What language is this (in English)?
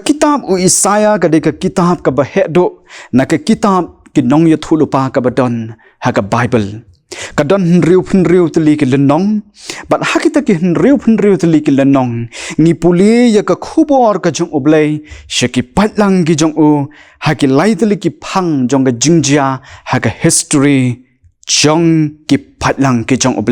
Khasi